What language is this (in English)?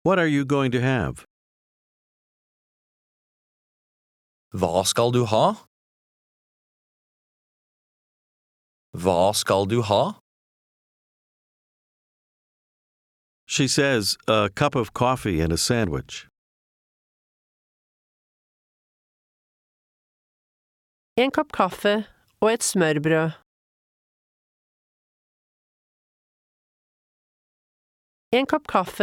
Norwegian